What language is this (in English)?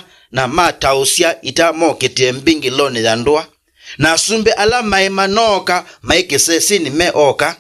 Kamba